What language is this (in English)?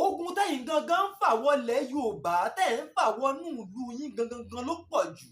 Yoruba